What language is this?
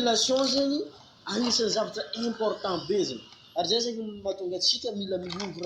Malagasy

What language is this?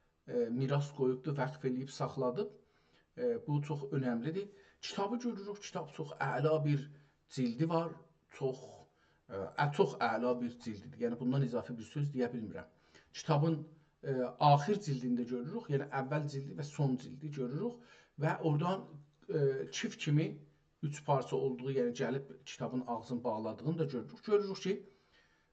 South Azerbaijani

